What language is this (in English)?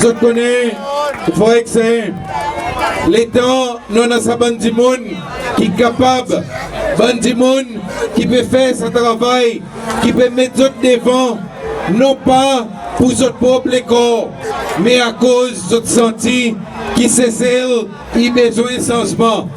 Seselwa Creole French